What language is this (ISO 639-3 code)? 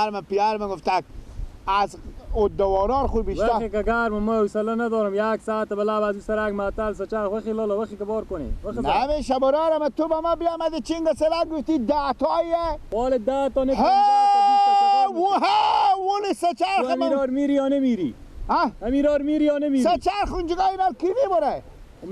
fas